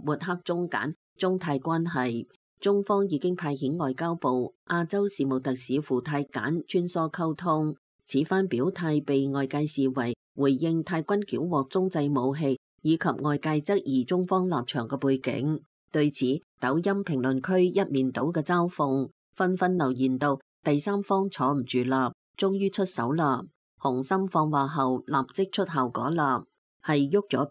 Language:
Cantonese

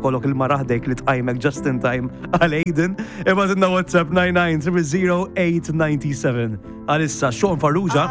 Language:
Maltese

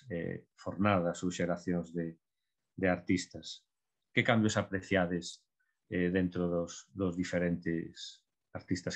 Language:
Galician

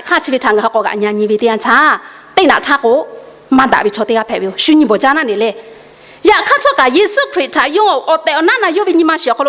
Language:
Lahu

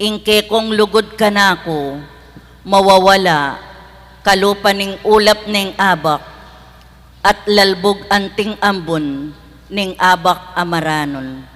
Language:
Pampanga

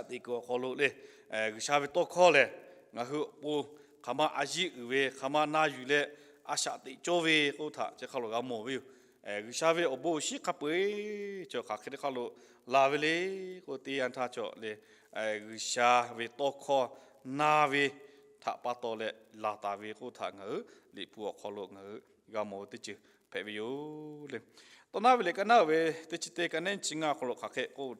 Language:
Lahu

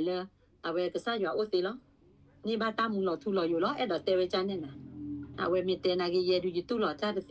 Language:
S'gaw Karen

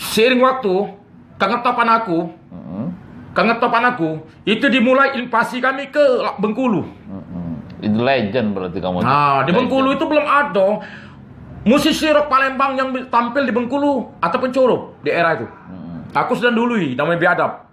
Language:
Musi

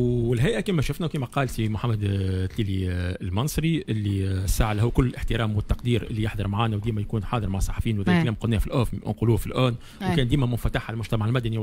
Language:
Tunisian Arabic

